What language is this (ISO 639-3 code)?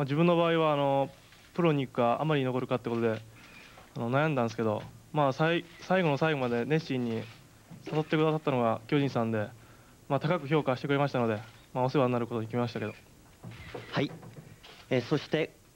jpn